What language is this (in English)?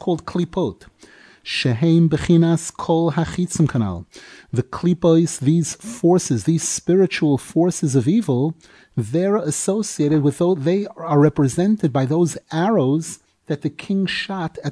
English